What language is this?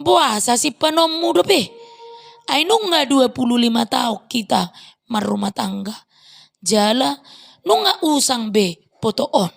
Batak Toba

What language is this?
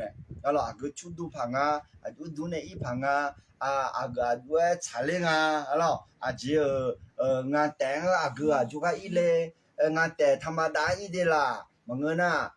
Akha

